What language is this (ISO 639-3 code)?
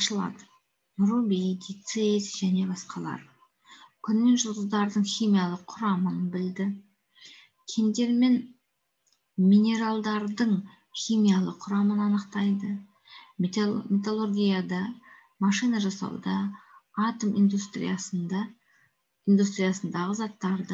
kaz